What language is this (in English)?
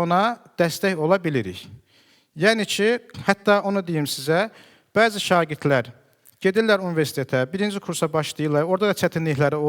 Azerbaijani